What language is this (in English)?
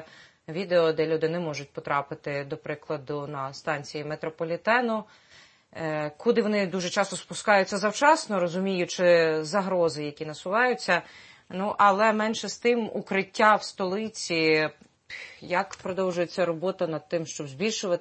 Ukrainian